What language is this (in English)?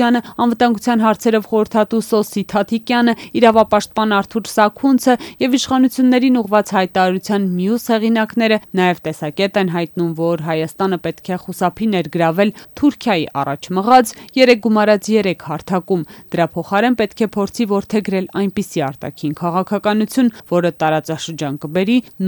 Armenian